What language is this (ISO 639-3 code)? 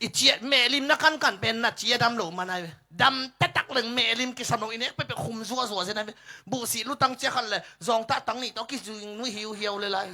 ctd